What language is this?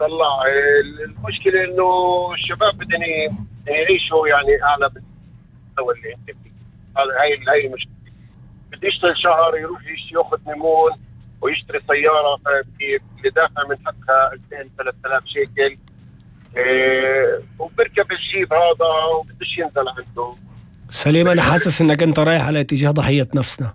North Levantine Arabic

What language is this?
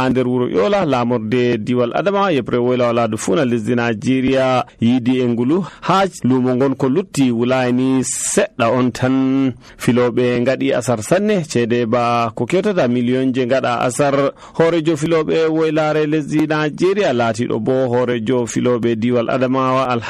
Nigerian Fulfulde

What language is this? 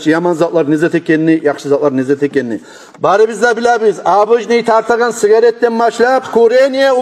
Kumyk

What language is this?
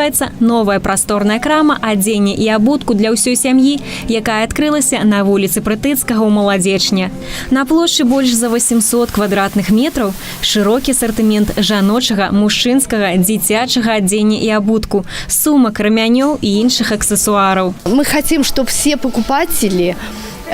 Belarusian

